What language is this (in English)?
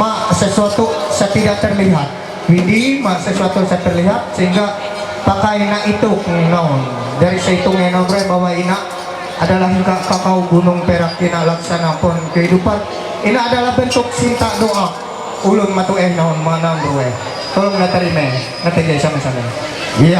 Ma'anyan